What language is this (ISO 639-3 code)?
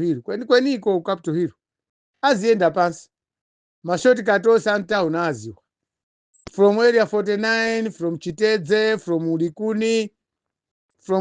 nya